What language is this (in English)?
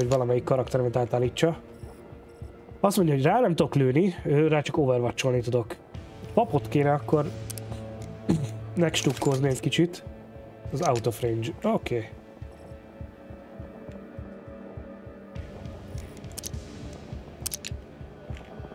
Hungarian